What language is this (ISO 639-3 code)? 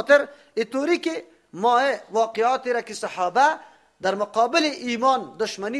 fas